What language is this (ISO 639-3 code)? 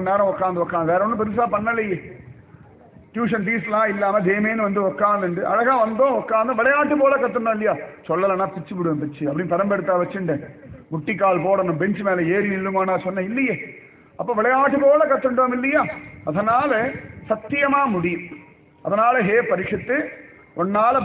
tam